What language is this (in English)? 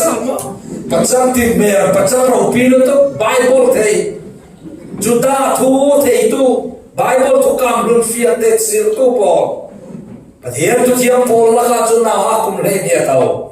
Falam Chin